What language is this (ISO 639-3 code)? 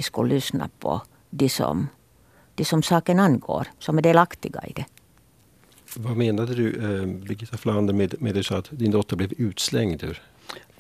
swe